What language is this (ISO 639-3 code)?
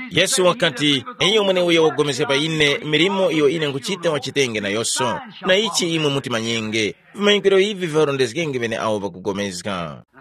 tum